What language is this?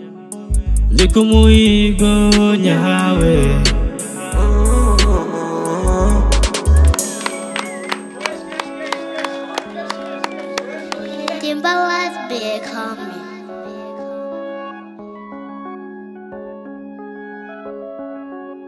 Kinyarwanda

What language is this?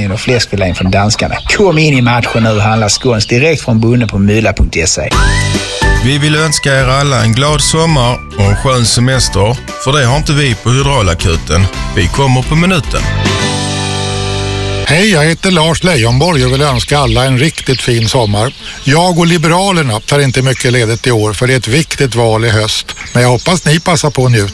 Swedish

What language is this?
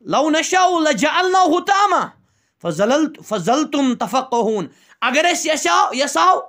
Kashmiri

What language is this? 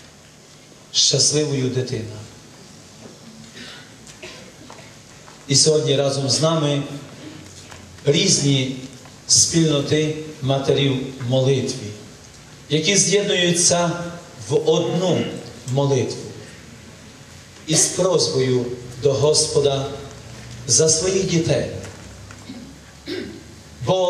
Ukrainian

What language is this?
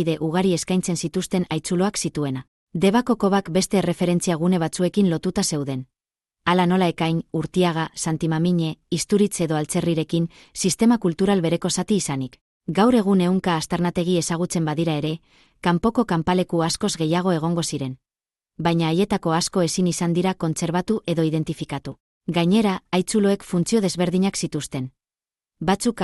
Basque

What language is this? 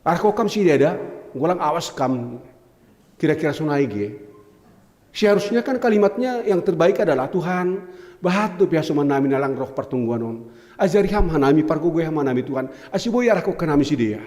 Batak Simalungun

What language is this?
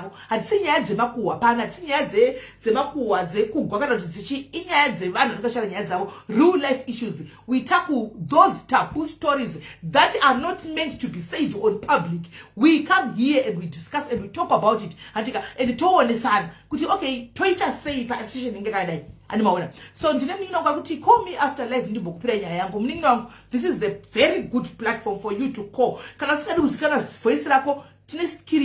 Shona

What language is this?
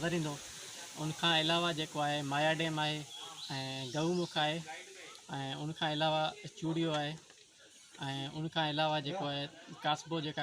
Sindhi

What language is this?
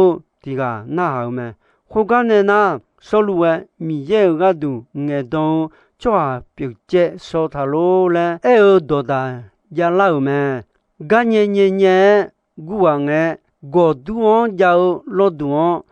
Akha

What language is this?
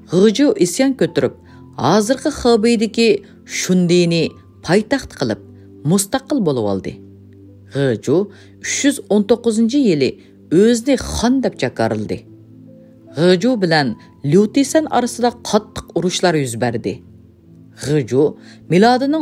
Uyghur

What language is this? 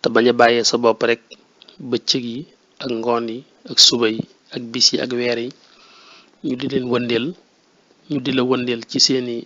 Wolof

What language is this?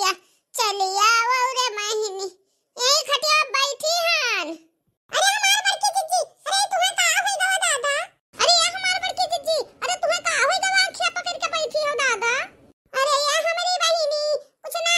Awadhi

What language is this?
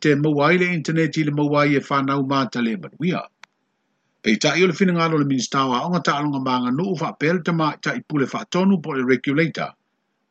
Samoan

